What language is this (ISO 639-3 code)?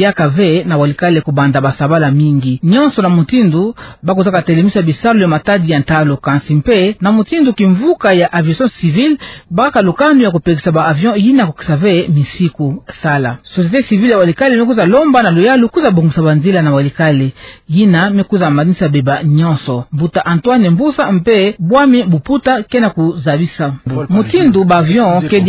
ktu